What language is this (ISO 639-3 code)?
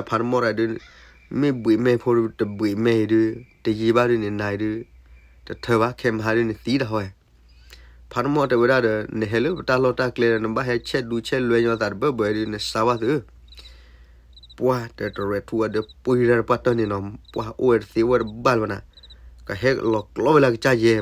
ksw